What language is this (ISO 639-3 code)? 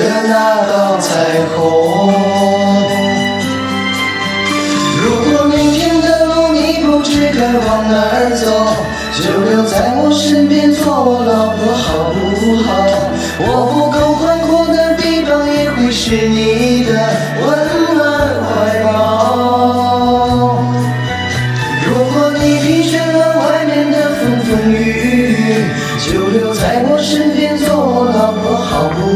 zho